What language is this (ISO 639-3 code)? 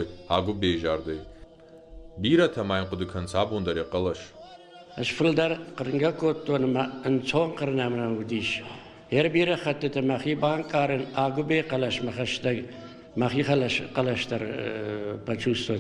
oss